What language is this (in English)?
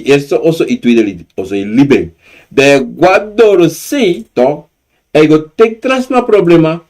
Sranan Tongo